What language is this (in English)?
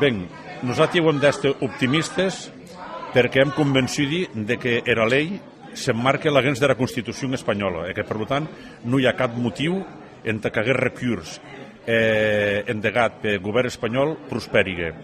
Occitan